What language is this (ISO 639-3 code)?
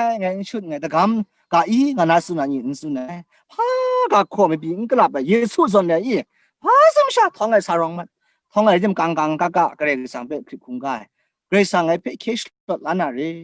kac